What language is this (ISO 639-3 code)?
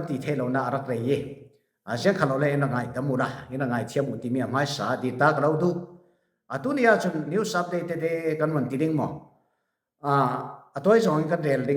cfm